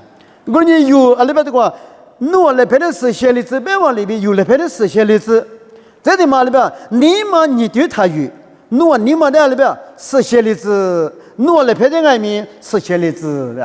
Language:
Lisu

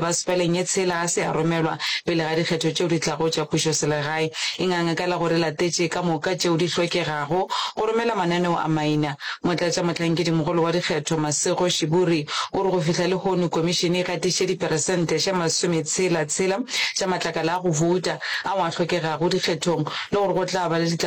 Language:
Northern Sotho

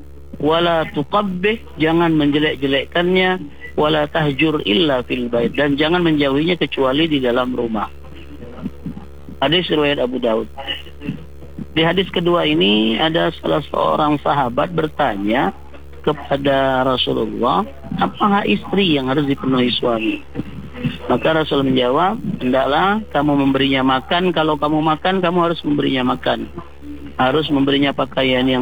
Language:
Indonesian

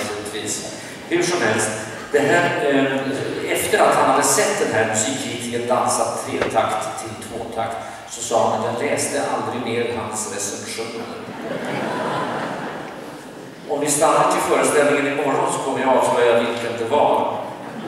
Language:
Swedish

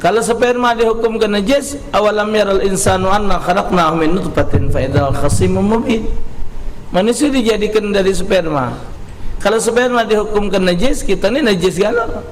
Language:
Musi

